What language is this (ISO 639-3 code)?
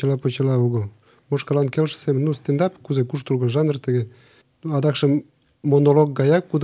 chm